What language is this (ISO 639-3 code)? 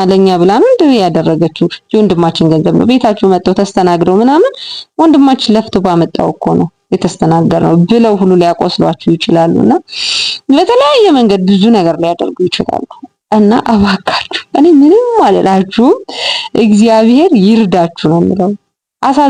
amh